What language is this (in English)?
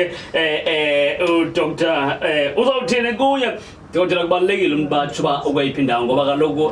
Zulu